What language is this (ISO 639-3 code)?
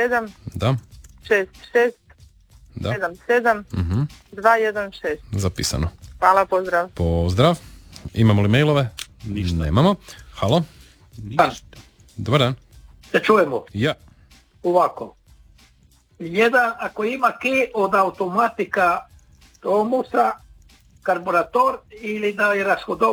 hrv